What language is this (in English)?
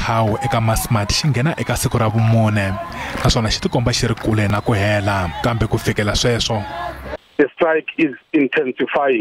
Tsonga